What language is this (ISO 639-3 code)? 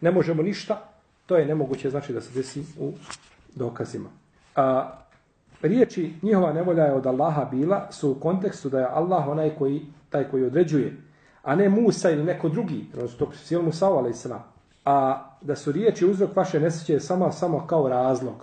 bos